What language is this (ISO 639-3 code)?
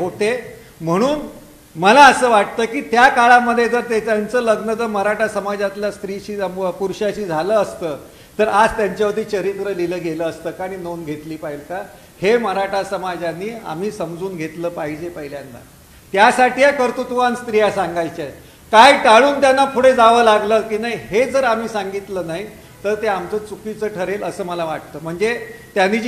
mar